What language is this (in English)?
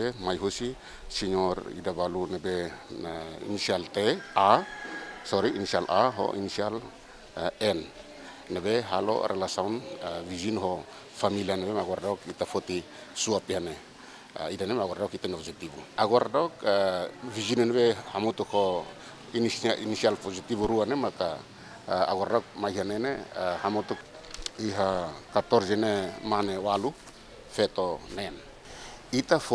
Tetum